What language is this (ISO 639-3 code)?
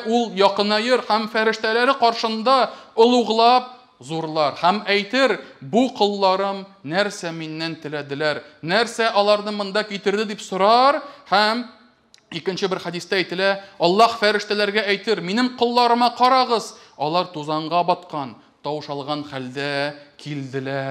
tat